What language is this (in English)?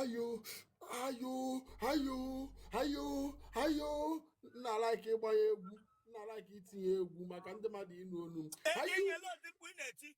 Igbo